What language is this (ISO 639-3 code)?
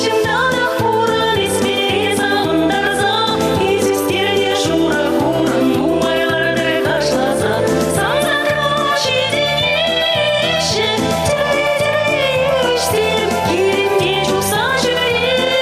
chv